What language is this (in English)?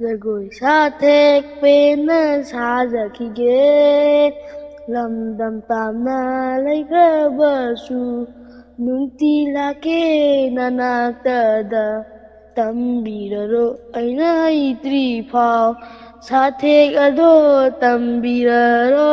Manipuri